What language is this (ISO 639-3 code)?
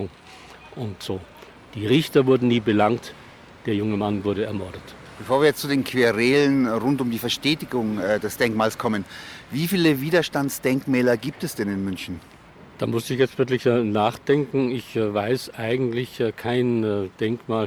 deu